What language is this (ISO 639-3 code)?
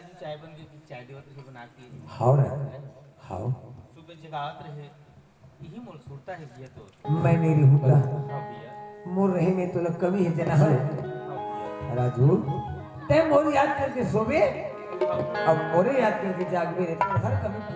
hne